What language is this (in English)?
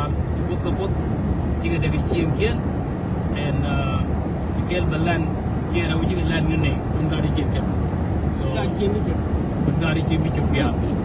Nuer